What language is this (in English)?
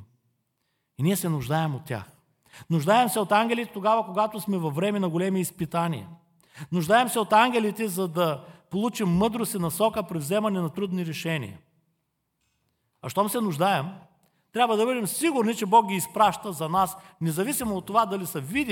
Bulgarian